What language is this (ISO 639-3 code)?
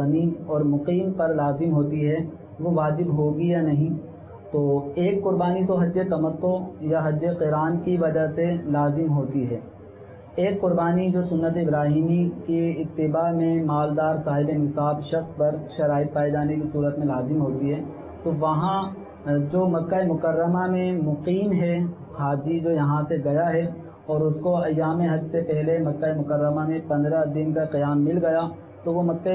urd